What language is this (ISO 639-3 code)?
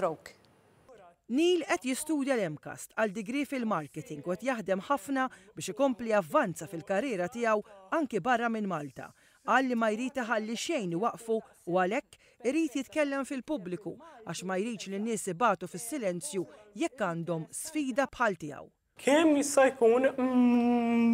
mlt